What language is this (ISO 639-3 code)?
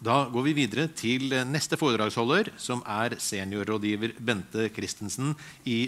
nor